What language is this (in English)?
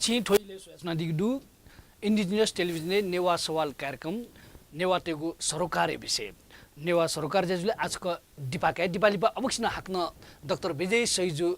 Newari